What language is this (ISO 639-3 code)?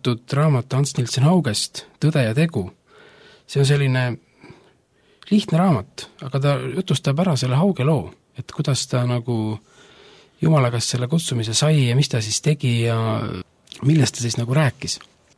est